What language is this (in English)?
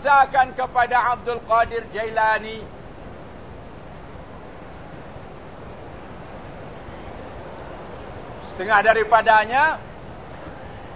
Malay